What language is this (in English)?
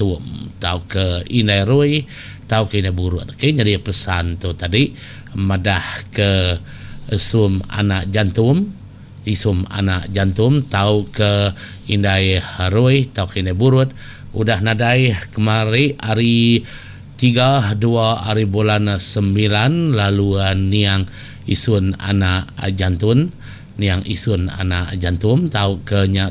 Iban